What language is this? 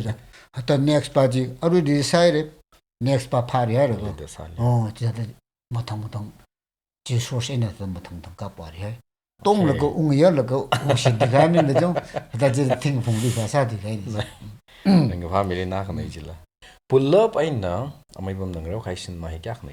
Tangkhul Naga (India)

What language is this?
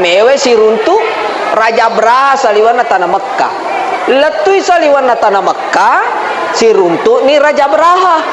Buginese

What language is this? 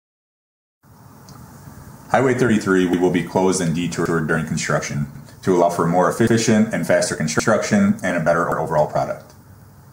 English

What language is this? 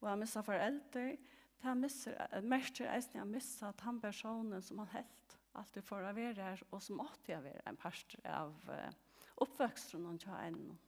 Faroese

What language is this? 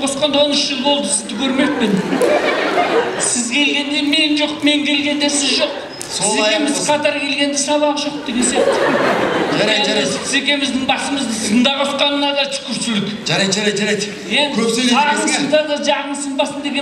Kazakh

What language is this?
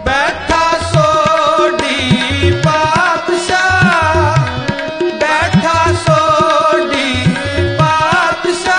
Punjabi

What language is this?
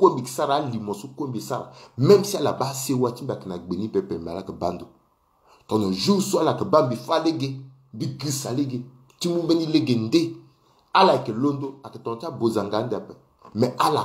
Sango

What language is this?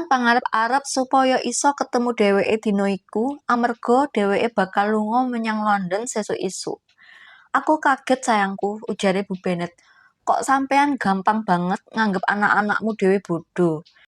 Javanese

